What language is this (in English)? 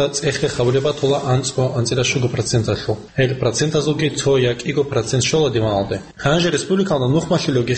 Avaric